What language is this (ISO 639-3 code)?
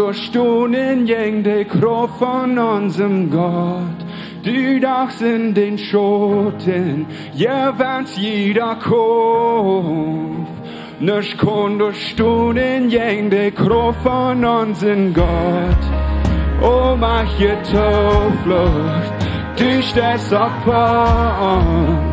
pdt